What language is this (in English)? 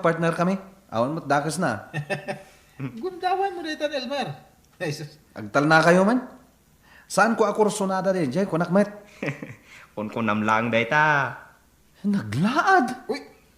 Iloko